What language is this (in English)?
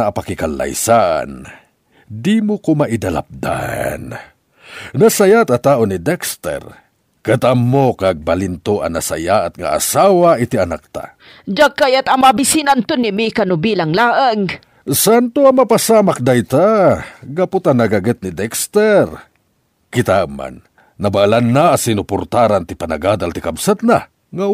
Iloko